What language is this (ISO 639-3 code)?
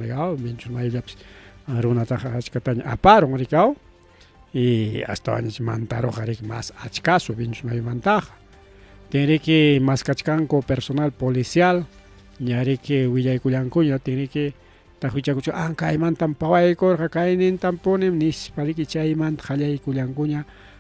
quy